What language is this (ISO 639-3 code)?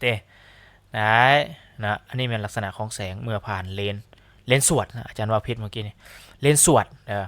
lao